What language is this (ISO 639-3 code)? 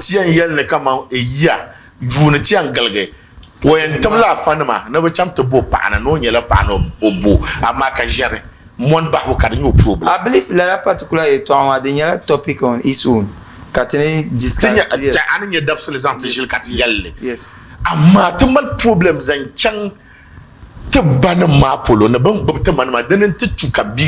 dag